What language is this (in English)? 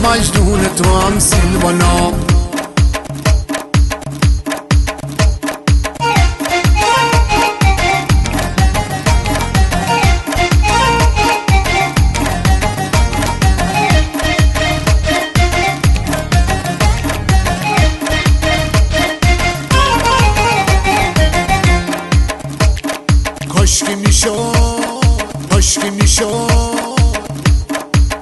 Persian